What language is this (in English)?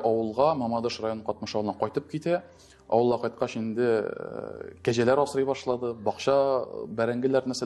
Tatar